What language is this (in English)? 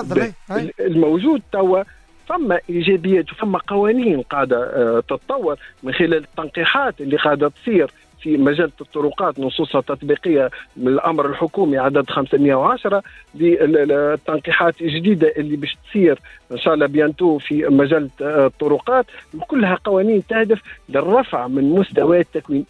Tunisian Arabic